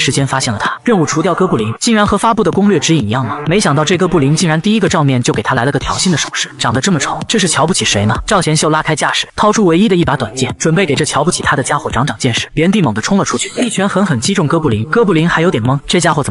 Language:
Chinese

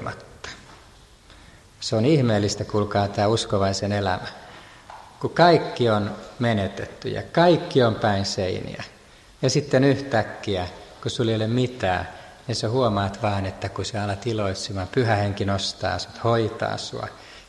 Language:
Finnish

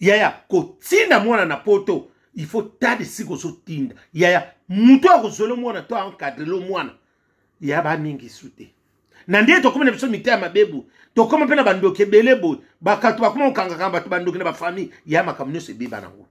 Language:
Lingala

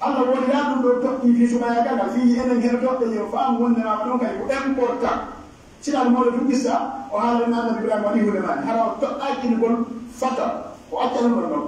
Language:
Pular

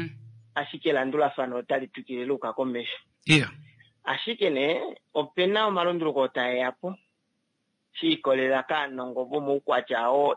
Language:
Kuanyama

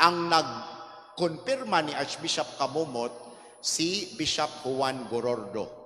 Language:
Cebuano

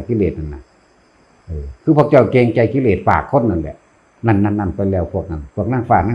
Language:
Northeastern Thai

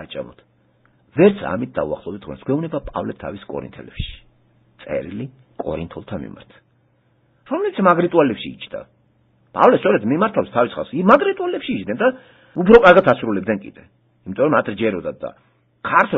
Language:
Georgian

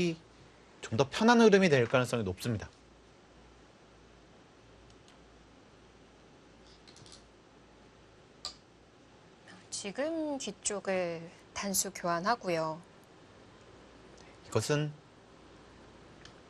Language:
Korean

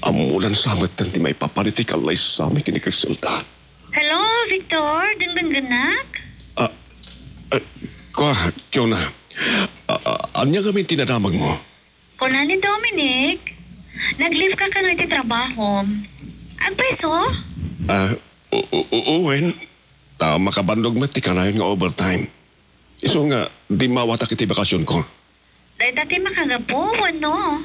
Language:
Iloko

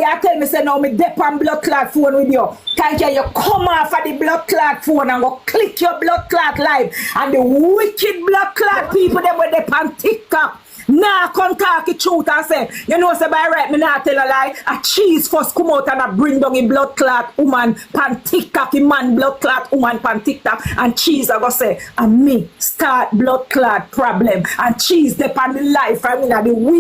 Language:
Jamaican Creole English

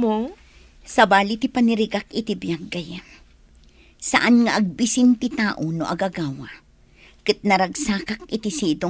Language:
Iloko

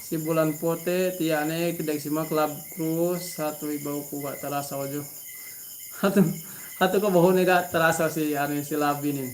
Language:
Yakan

